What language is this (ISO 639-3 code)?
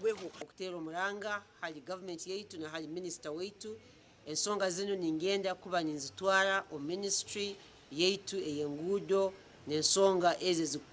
nyn